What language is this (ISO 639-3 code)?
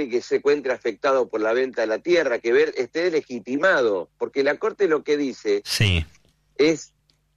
spa